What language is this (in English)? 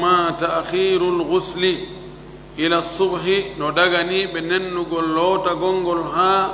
Fula